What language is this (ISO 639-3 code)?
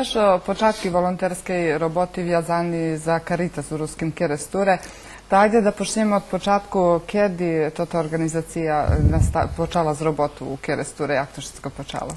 rue